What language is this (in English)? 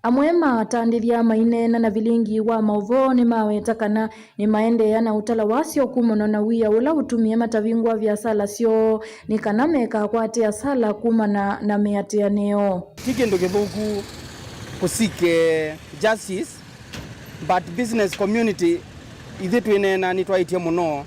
Kamba